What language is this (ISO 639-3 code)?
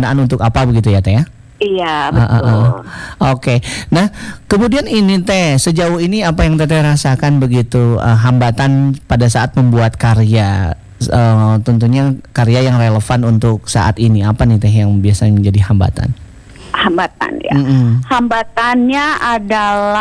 ind